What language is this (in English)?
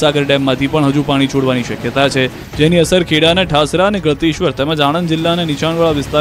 Gujarati